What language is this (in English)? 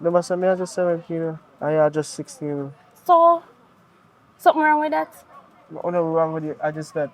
Jamaican Creole English